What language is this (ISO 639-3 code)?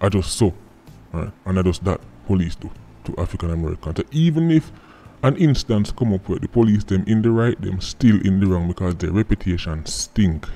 jam